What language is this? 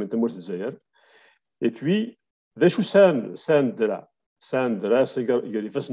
Kabyle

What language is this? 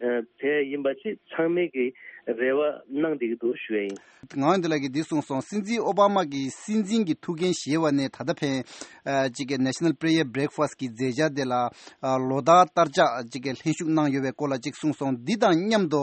Tibetan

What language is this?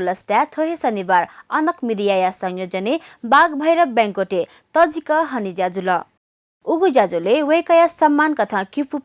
Newari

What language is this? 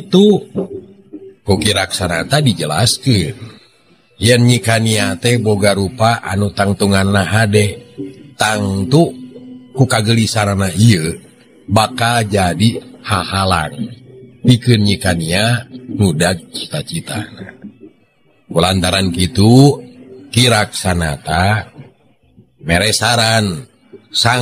Sundanese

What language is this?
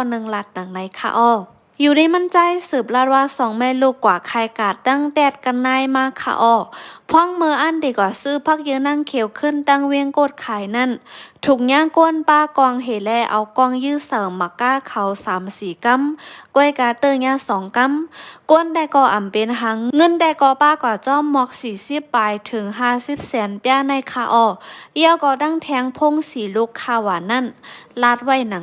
Shan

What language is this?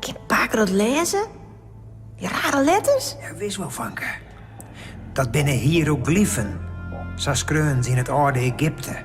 Western Frisian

